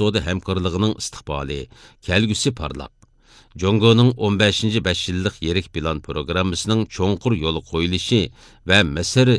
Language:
Uyghur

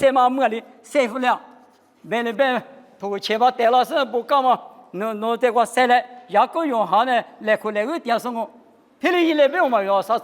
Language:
Lisu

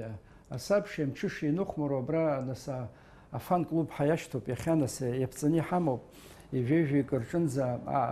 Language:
Abkhazian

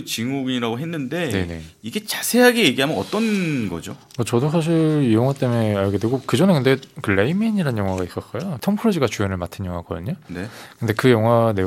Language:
Korean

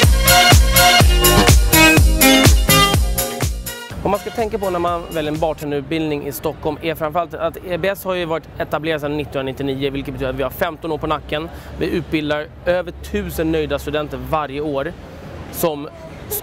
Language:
Swedish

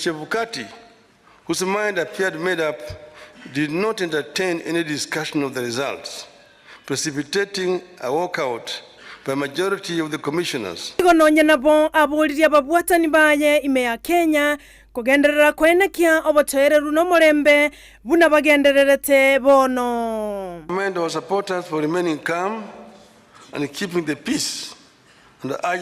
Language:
Gusii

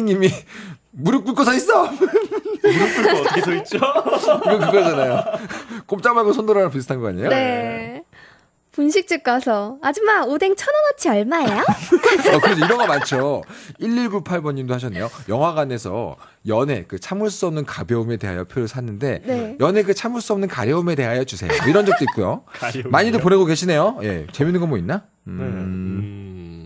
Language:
Korean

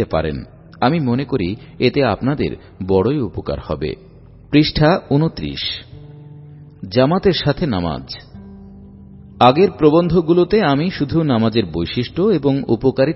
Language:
Bangla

